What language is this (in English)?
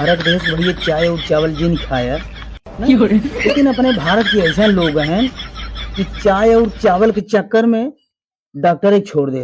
Awadhi